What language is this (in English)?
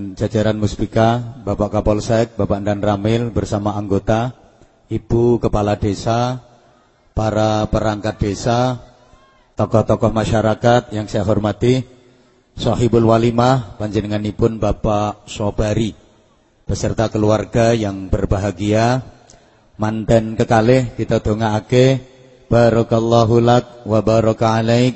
Javanese